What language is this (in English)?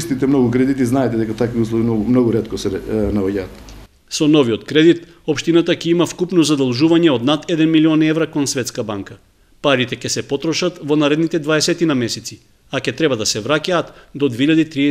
Macedonian